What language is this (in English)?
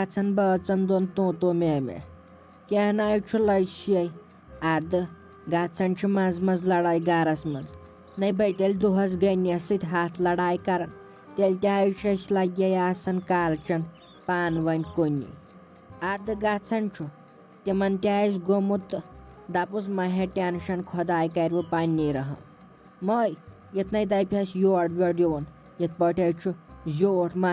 Kashmiri